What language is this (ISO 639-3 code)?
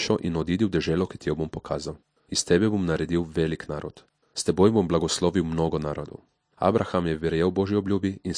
slv